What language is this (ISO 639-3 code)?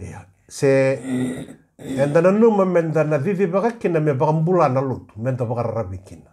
fij